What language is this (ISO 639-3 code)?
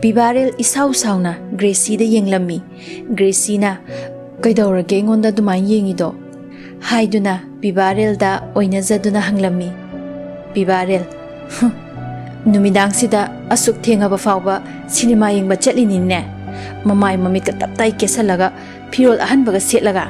mni